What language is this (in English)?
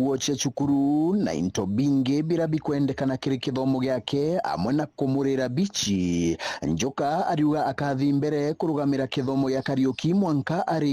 Meru